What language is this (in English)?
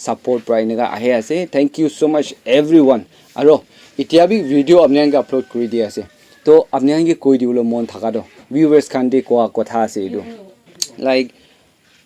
Naga Pidgin